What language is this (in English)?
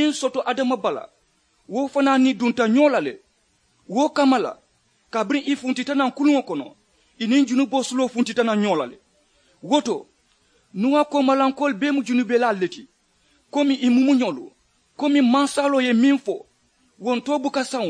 Mandingo